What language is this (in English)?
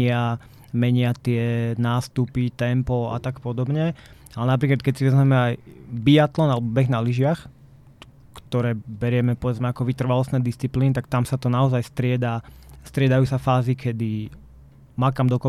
Slovak